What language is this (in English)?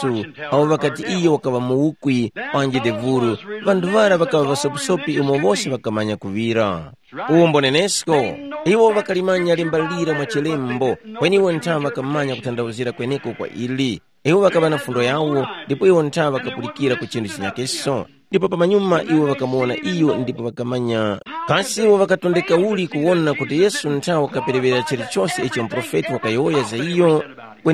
Tumbuka